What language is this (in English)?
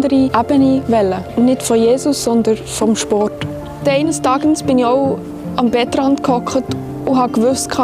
Swiss German